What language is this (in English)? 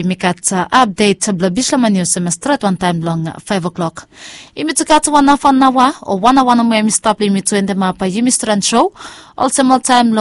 Bislama